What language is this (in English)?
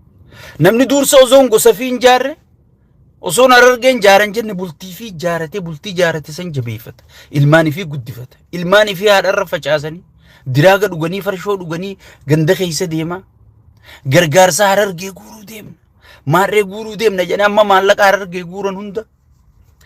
Oromo